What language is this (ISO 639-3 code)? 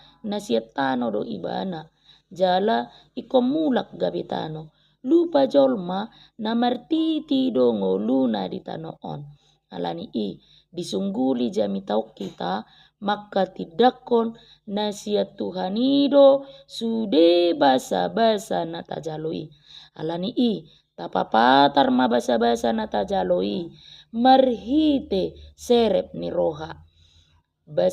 bbc